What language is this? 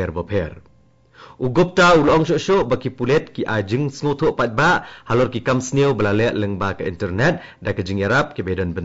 Khasi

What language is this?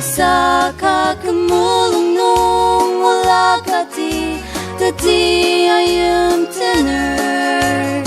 Ao Naga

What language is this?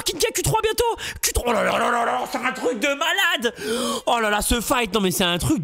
French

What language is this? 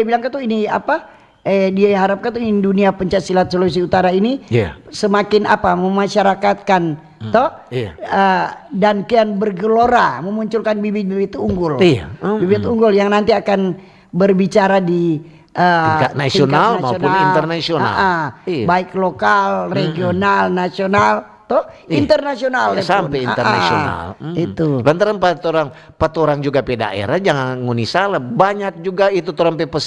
Manado Malay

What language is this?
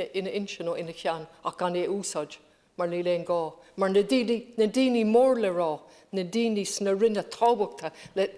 Irish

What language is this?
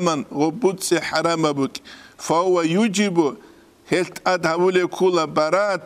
Avaric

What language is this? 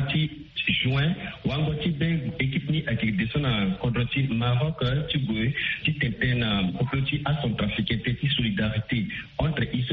Sango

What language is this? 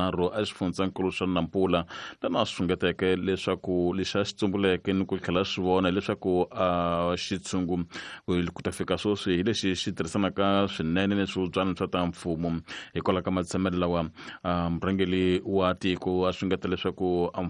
Tsonga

